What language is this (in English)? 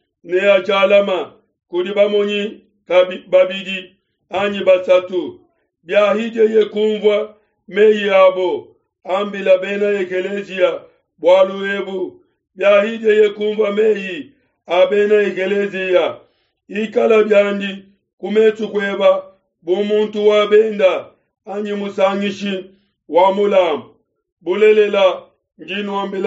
Luba-Lulua